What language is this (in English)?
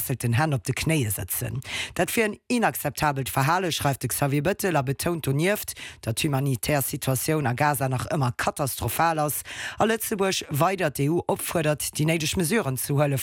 Luxembourgish